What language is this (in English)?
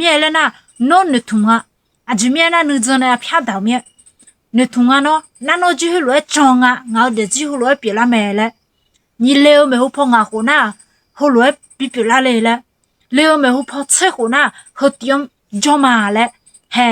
Akha